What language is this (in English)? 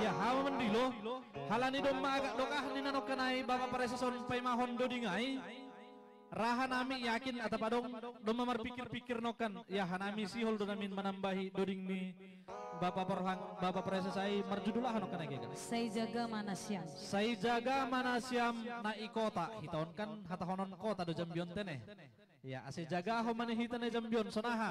Batak Simalungun